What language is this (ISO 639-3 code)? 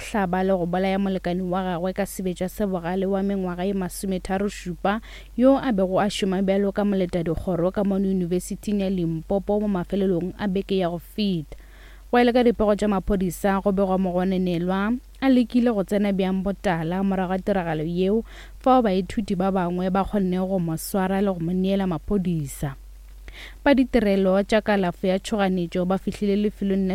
nso